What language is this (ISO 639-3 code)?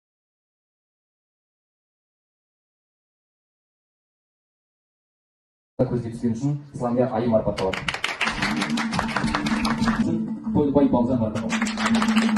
kaz